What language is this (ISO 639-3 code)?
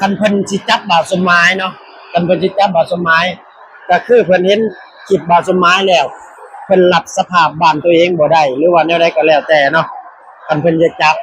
lao